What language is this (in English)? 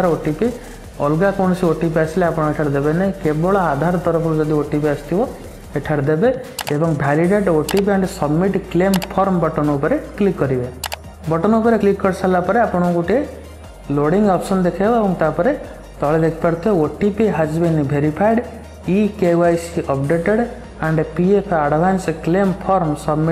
Odia